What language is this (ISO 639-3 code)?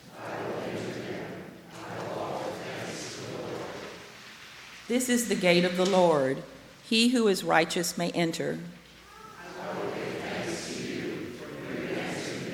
eng